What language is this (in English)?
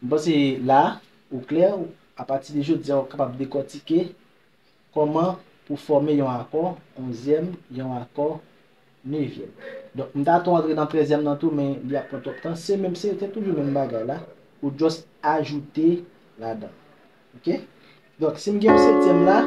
Haitian Creole